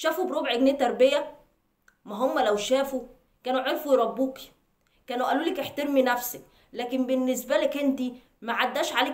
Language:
Egyptian Arabic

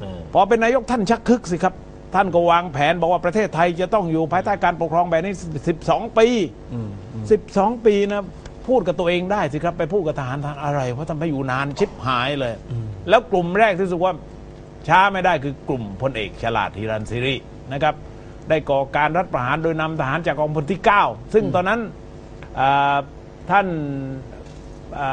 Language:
Thai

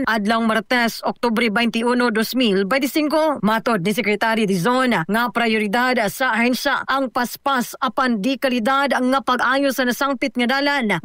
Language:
Cebuano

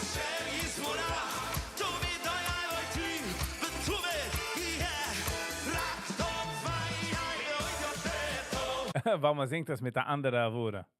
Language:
Yiddish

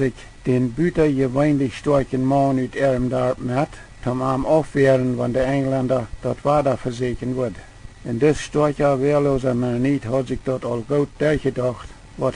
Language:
Plautdietsch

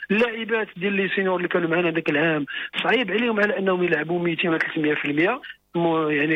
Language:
Moroccan Arabic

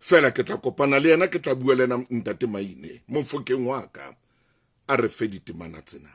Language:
Southern Sotho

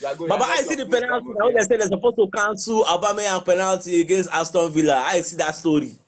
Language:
Nigerian Pidgin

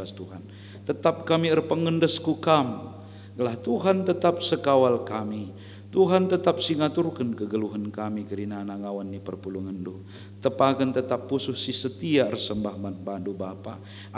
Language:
Batak Karo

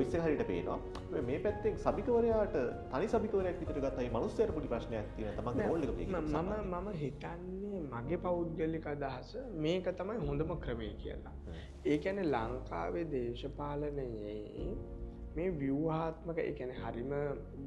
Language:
Sinhala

